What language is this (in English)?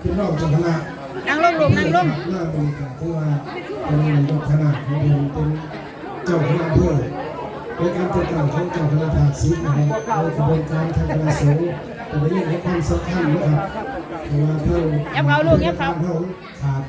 Northeastern Thai